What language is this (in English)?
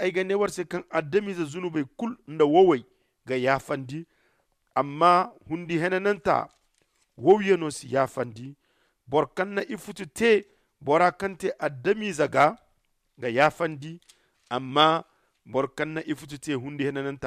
Zarma